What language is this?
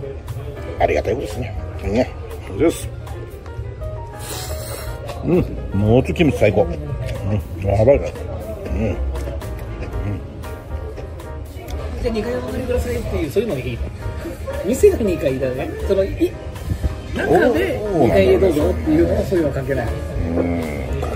Japanese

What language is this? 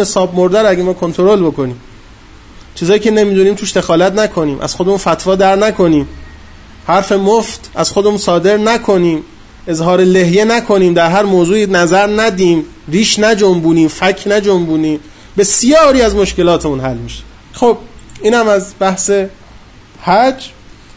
Persian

